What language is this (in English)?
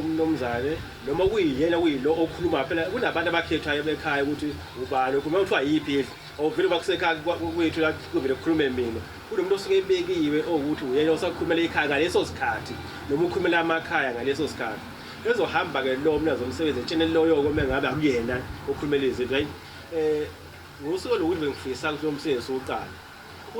Zulu